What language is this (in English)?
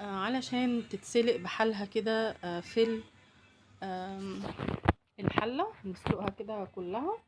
Egyptian Arabic